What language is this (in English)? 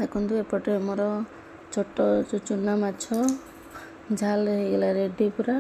Odia